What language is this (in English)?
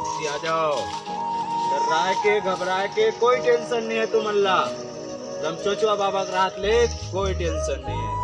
Chhattisgarhi